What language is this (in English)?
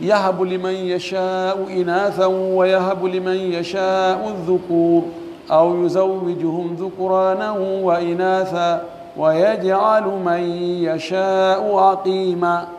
Pular